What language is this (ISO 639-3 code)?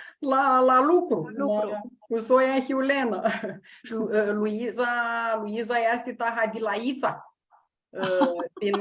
rup